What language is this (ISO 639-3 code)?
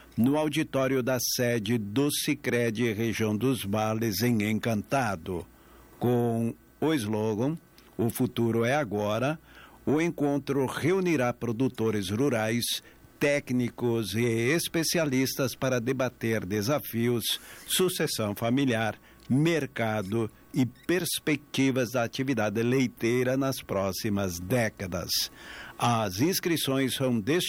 por